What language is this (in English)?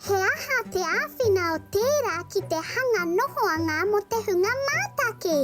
Māori